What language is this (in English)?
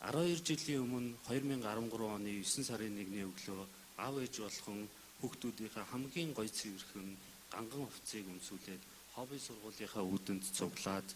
Mongolian